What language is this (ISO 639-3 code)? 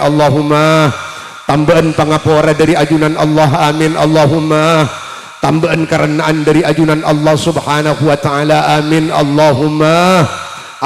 mad